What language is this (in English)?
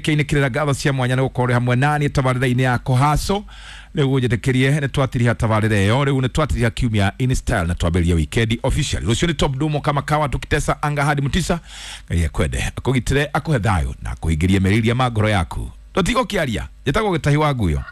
Kikuyu